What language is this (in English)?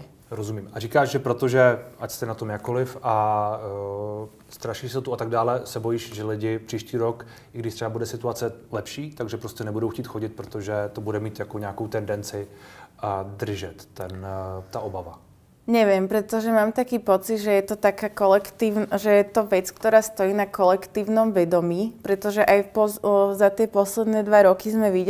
Slovak